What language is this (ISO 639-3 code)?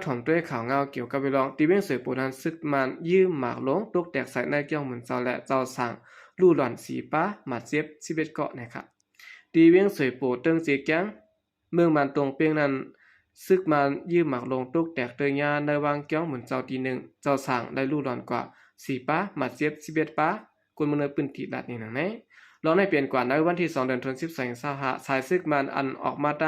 shn